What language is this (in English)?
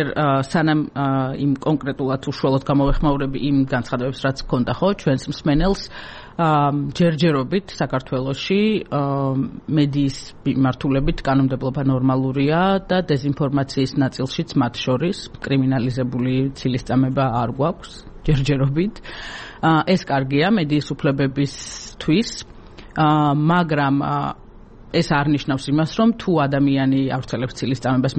Georgian